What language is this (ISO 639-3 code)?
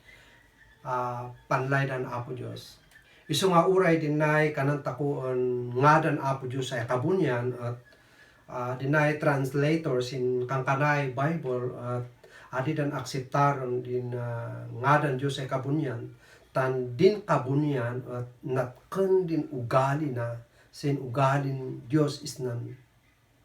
kne